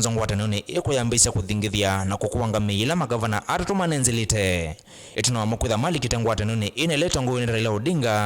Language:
Kamba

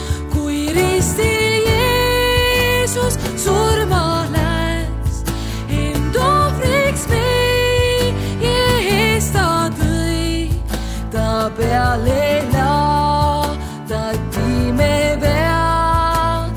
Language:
Estonian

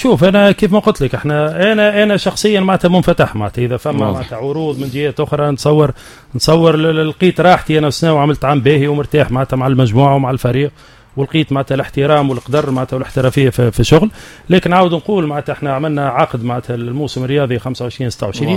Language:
Tunisian Arabic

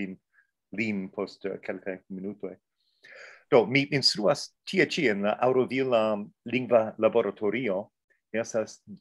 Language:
Esperanto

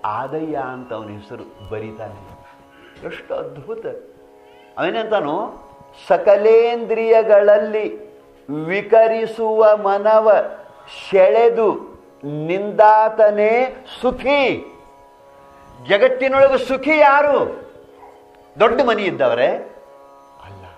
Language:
Kannada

